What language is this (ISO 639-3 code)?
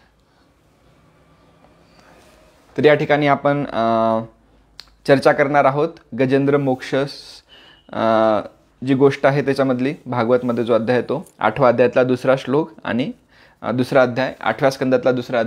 mar